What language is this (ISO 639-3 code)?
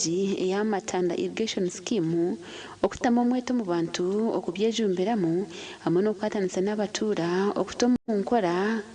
nyn